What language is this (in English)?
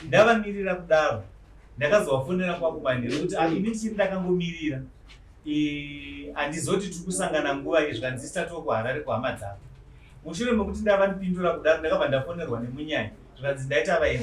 Shona